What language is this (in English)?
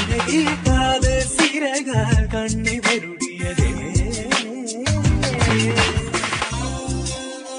Tamil